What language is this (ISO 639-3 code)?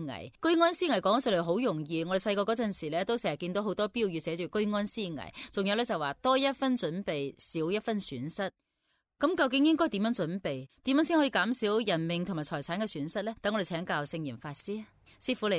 yue